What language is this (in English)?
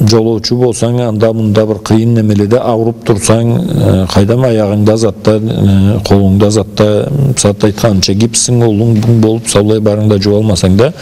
Karachay-Balkar